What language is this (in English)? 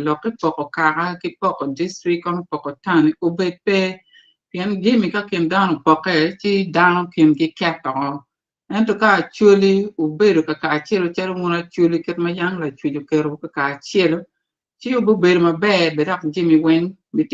Acoli